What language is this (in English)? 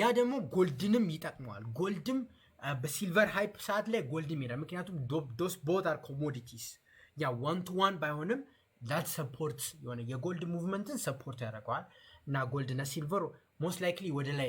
Amharic